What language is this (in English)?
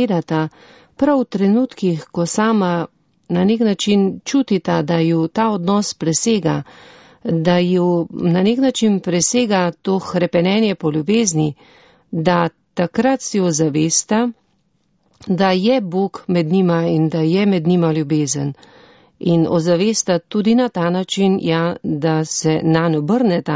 Slovenian